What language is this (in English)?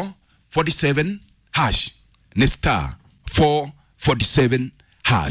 Kikuyu